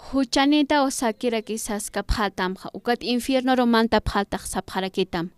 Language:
Aymara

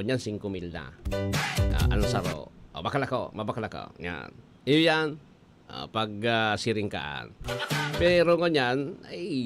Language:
Bikol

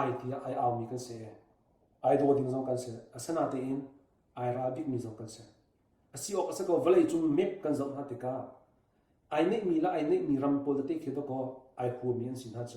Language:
Hakha Chin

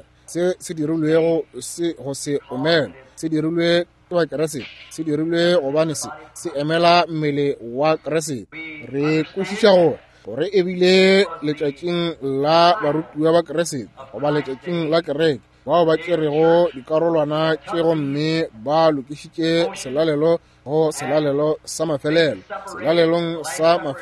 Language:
Northern Sotho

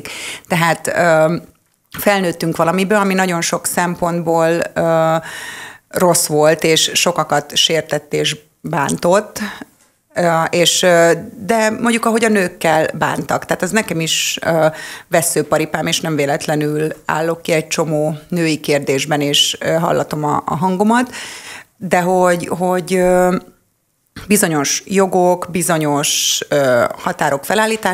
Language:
Hungarian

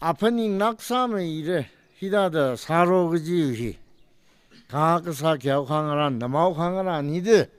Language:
Tangkhul Naga (India)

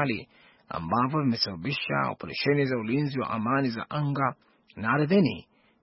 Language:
Swahili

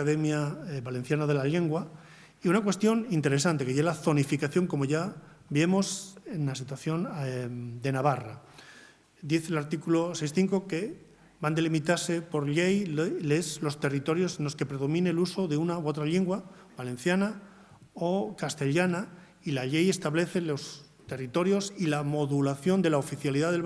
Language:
Asturian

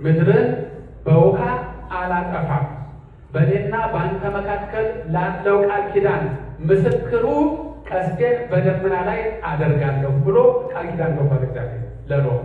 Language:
Amharic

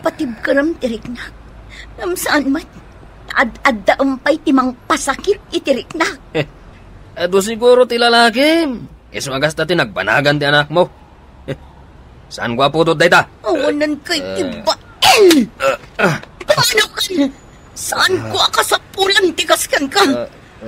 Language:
Iloko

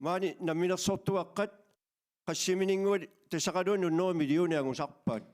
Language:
Kalaallisut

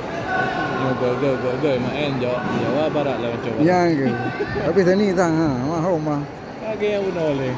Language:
Achinese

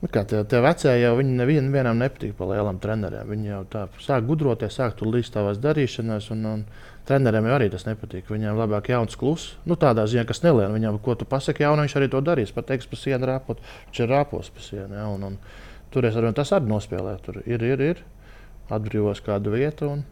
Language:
Latvian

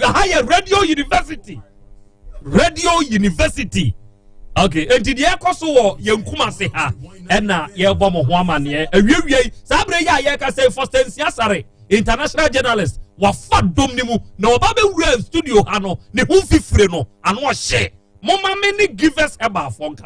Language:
Akan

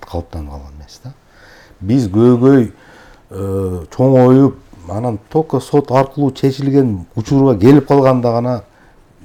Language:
Kyrgyz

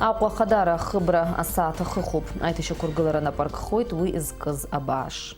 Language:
Abkhazian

